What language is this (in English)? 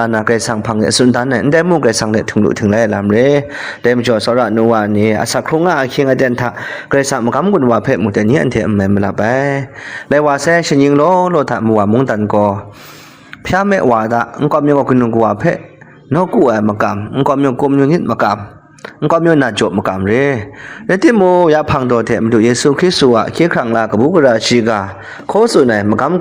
Kachin